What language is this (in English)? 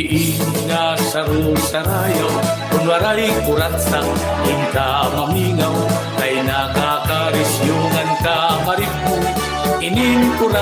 Waray